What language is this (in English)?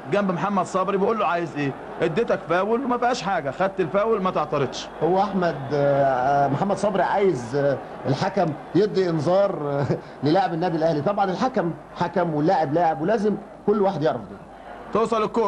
Egyptian Arabic